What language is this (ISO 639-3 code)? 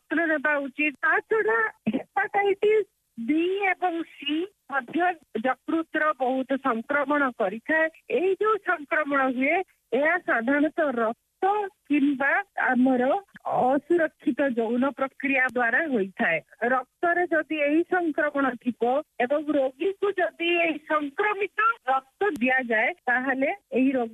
ori